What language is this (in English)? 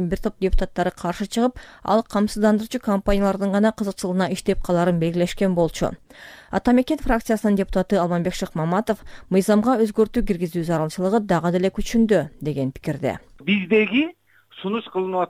Kyrgyz